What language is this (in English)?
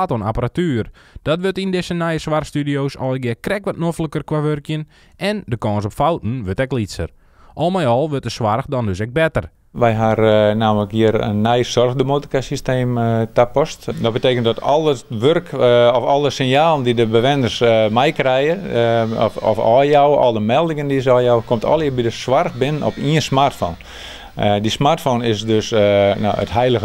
Western Frisian